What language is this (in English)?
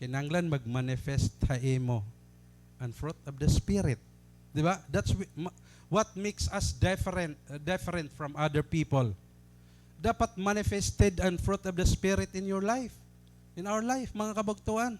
Waray